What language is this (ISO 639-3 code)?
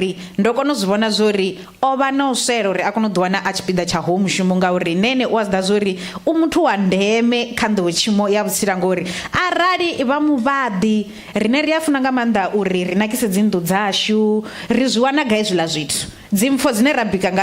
ven